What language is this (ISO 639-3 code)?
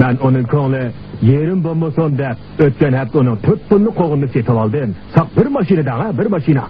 uig